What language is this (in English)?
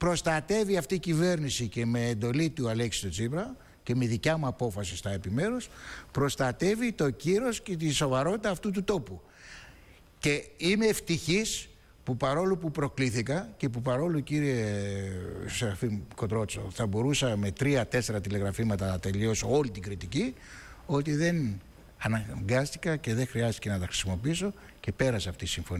Greek